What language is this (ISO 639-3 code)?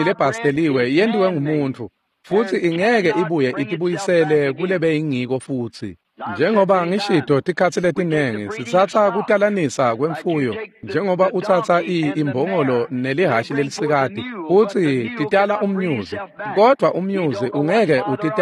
ssw